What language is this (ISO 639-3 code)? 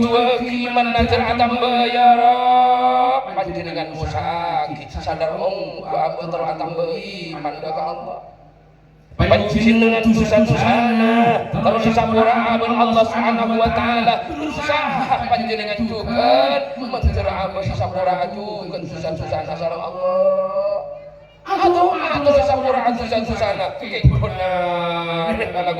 mad